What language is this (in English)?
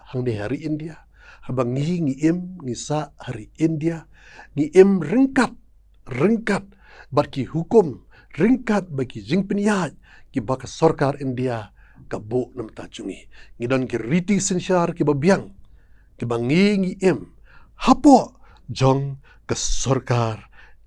Khasi